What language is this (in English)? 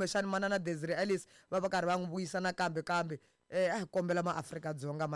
Tsonga